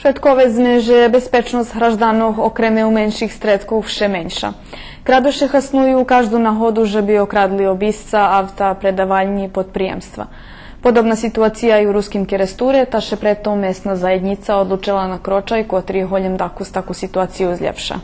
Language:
Rusyn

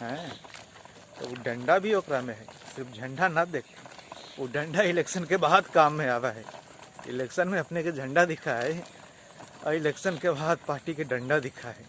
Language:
Magahi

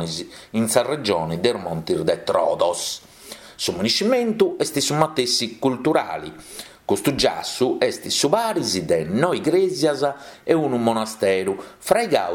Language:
Sardinian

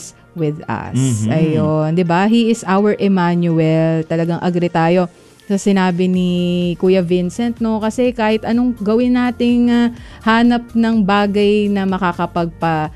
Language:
Filipino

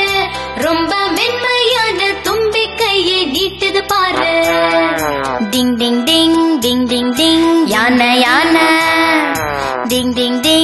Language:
Tamil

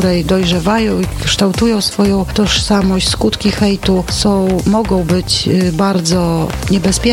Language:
Polish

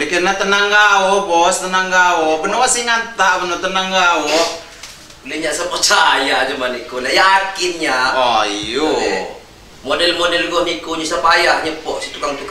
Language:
Lampung Api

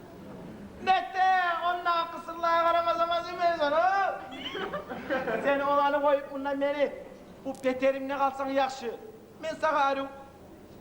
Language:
Kumyk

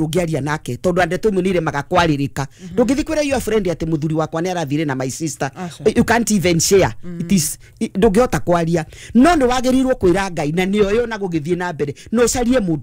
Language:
Kikuyu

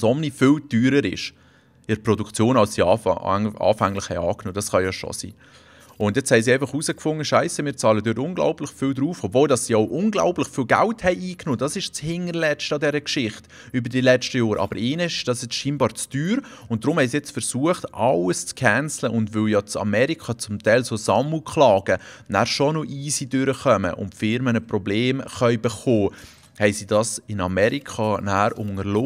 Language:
Swiss German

